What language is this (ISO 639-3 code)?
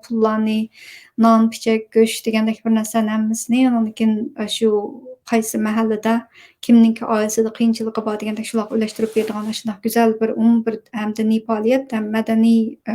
uig